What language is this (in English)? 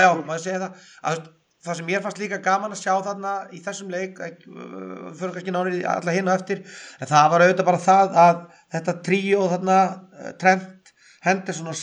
Icelandic